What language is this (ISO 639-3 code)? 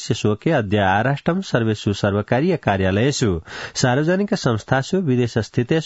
san